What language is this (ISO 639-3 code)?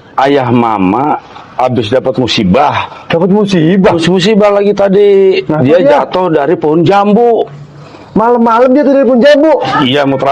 bew